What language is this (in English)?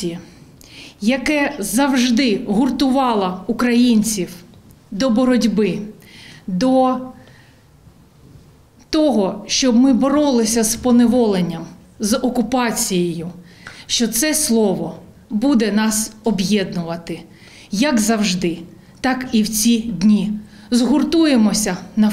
Ukrainian